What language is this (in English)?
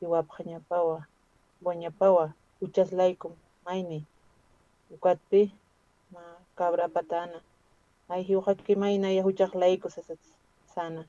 Aymara